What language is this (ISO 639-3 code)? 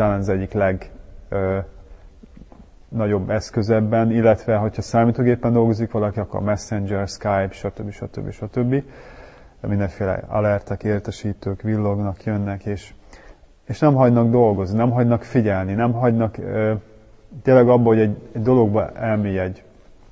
hun